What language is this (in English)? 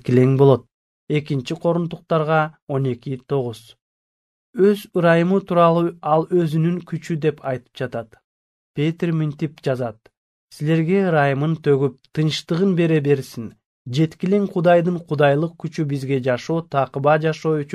Kyrgyz